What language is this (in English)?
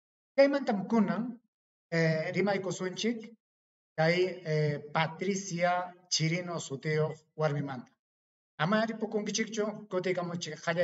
Ayacucho Quechua